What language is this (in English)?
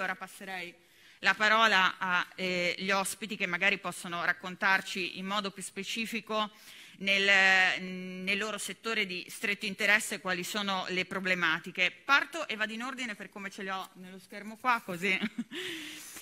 Italian